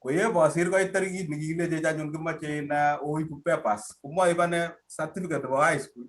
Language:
Kalenjin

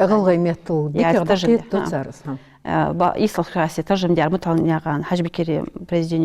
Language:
Ingush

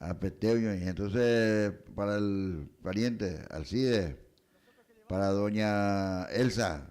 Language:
Guarani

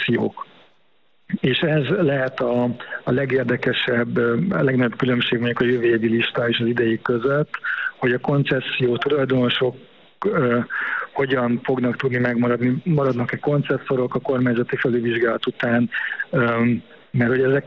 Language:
Hungarian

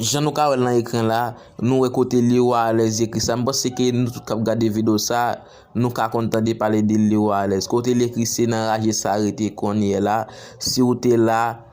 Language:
Haitian Creole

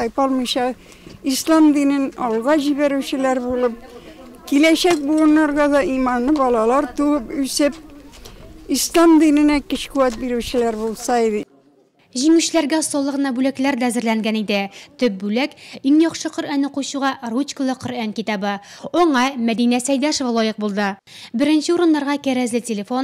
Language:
Tatar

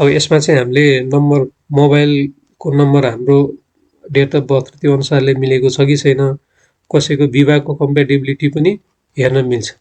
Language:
Nepali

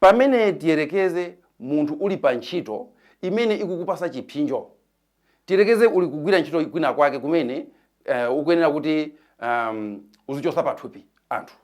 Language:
Nyanja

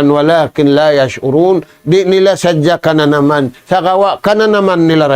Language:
Tausug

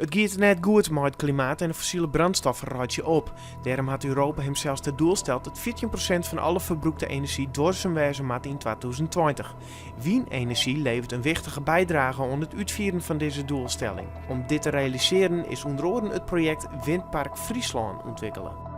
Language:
Western Frisian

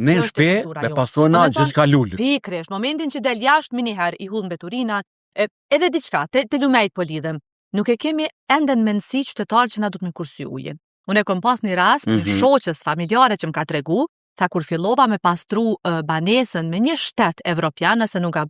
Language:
Albanian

